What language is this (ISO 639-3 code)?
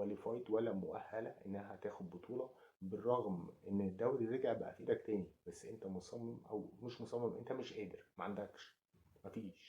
arz